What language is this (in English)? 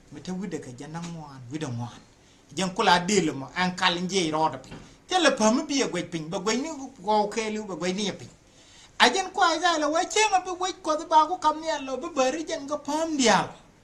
Nuer